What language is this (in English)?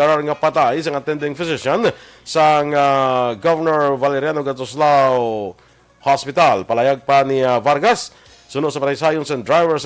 Hiligaynon